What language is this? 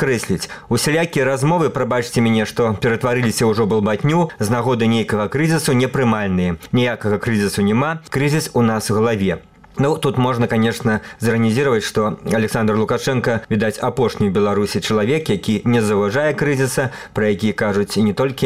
Belarusian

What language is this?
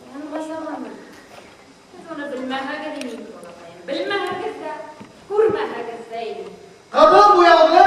Bashkir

